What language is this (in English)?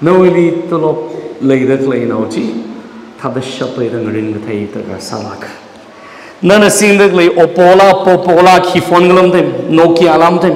Tangkhul Naga (India)